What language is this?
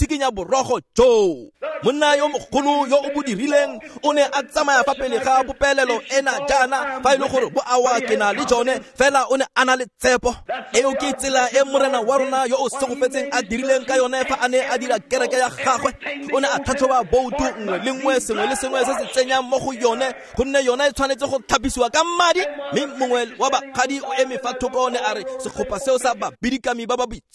Tswana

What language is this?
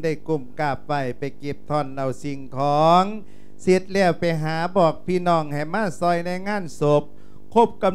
Lao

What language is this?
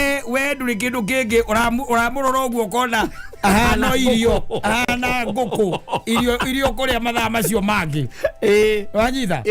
Kikuyu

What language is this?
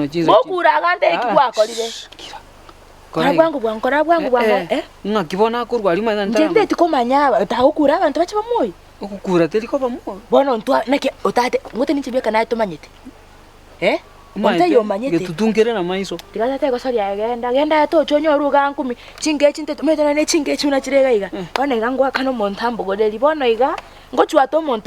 Gusii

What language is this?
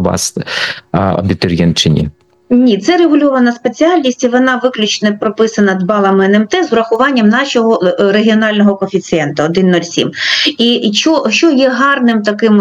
Ukrainian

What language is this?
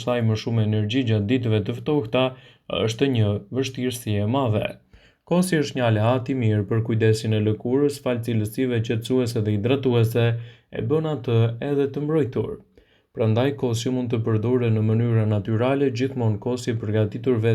Albanian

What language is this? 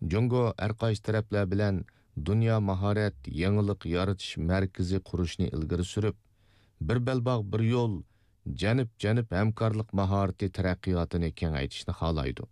Uyghur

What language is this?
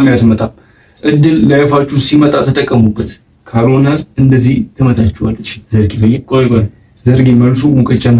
Amharic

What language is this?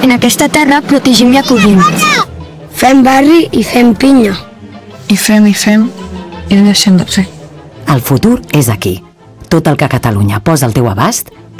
Catalan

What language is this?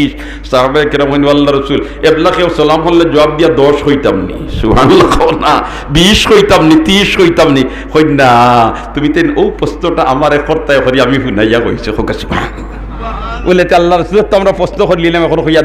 Sylheti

